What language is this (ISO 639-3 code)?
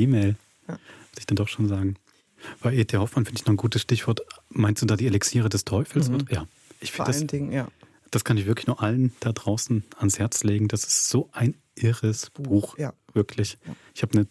gsw